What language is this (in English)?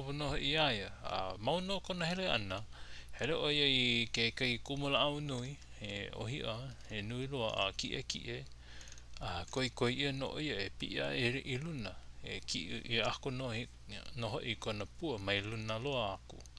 Hawaiian